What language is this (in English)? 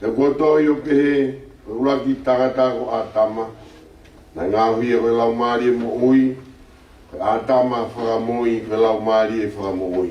Tongan